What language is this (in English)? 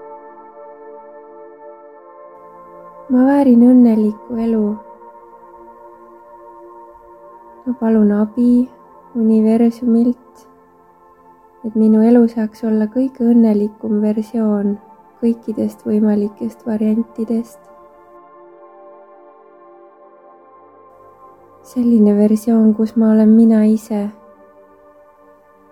Estonian